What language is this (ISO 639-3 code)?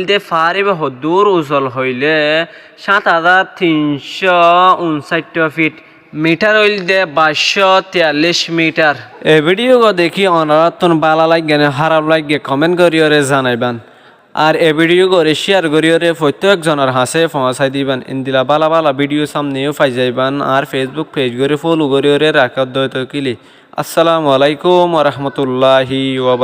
rhg